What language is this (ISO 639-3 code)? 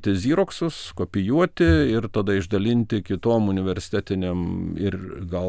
lit